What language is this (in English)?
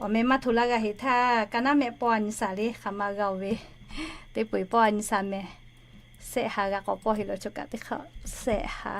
Lahu